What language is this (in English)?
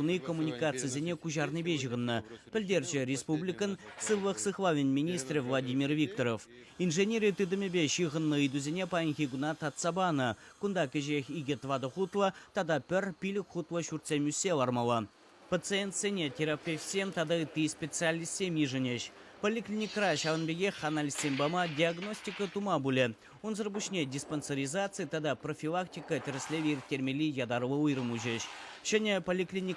Chuvash